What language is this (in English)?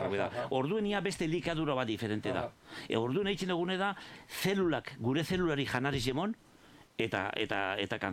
Basque